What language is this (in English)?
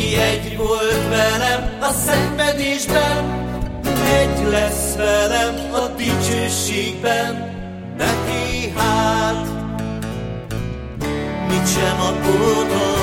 Hungarian